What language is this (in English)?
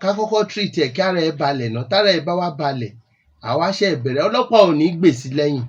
Yoruba